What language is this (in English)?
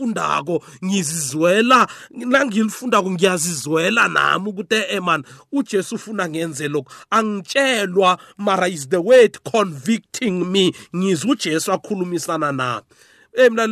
South Ndebele